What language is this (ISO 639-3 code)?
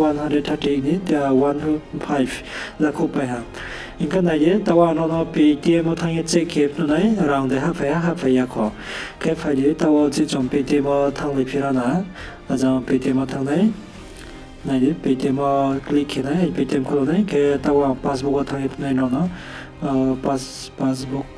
ria